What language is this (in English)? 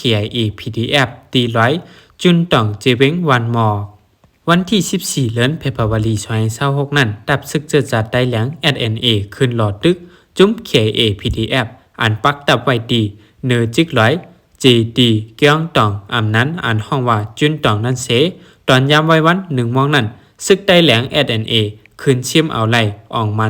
Shan